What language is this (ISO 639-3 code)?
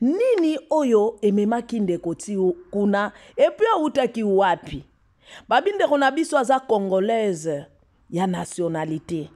lin